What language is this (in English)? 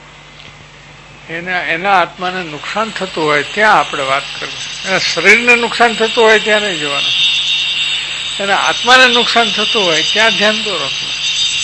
Gujarati